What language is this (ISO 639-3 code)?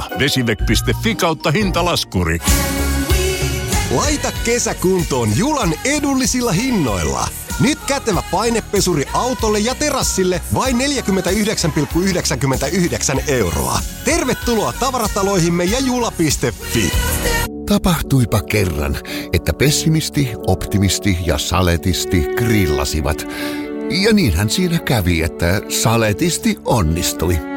fin